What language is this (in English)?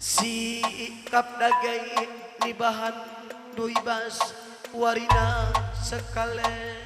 Batak Karo